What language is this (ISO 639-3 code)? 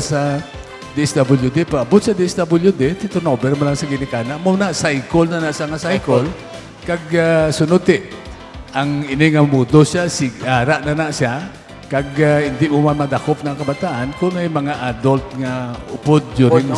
hil